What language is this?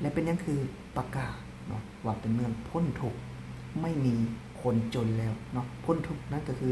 Lao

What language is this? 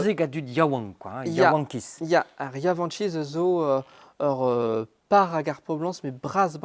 Breton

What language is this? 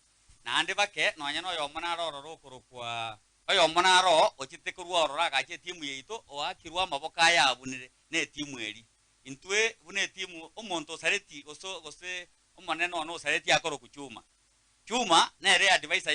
Gusii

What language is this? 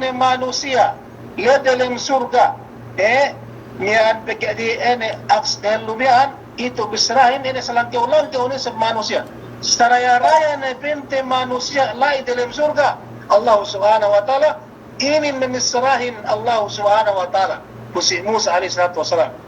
Yakan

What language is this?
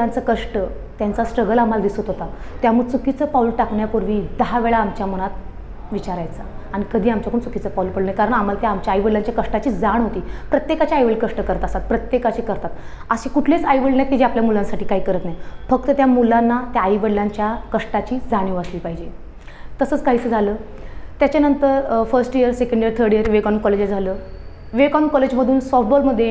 Marathi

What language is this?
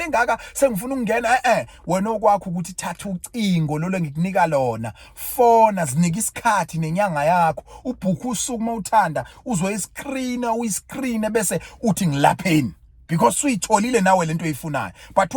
Zulu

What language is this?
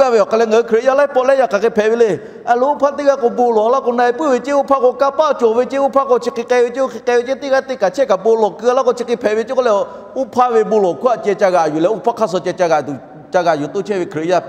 Lahu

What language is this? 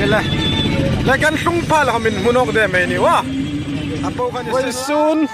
Hmar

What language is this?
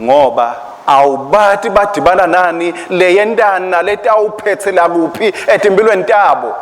Swati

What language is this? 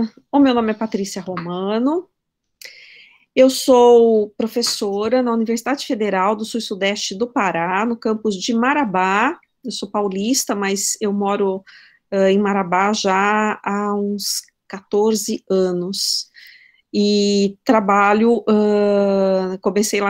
Portuguese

